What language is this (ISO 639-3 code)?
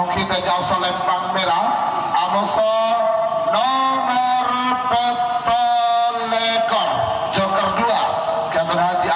mad